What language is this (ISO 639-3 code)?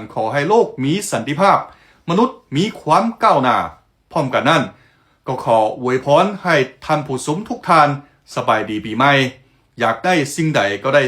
lao